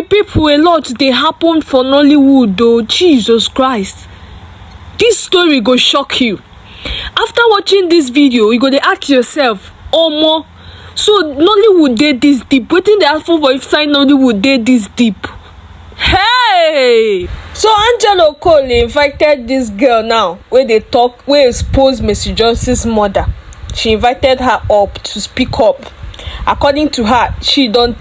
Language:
Nigerian Pidgin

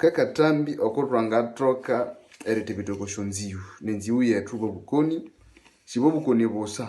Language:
Nande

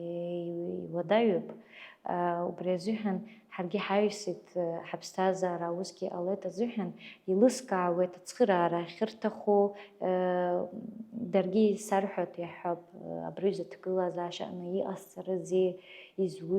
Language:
Abkhazian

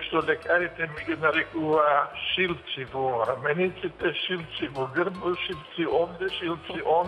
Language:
Macedonian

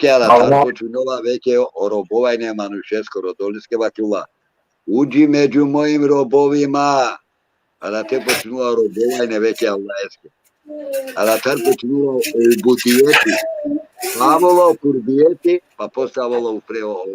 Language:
Balkan Romani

